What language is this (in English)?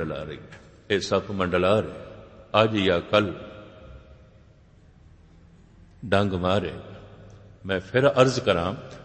Punjabi